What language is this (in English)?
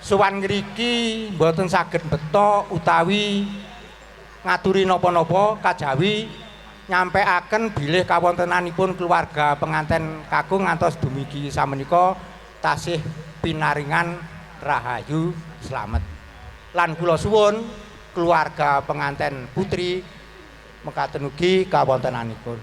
Javanese